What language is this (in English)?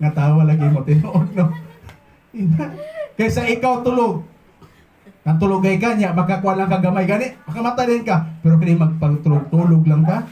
Cebuano